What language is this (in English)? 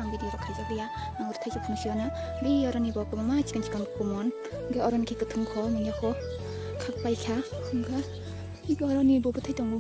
Kok Borok